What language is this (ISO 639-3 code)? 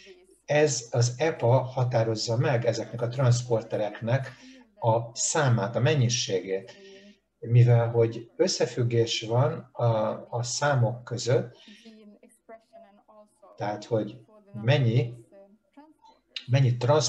hun